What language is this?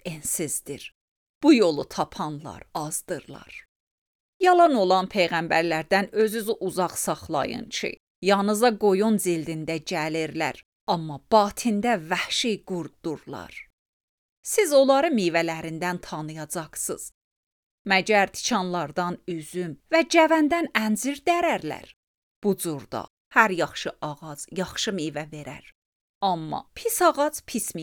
Azerbaijani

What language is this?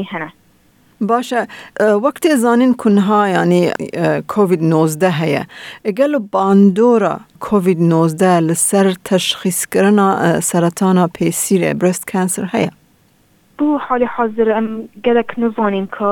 Kurdish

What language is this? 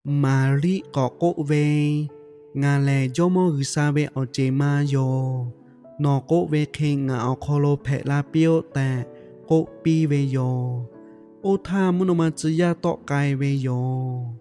Lahu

